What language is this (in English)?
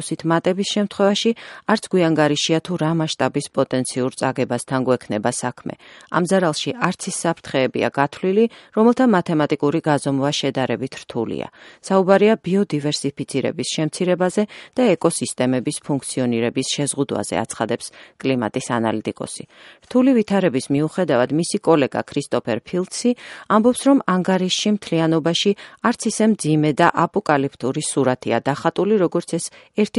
Georgian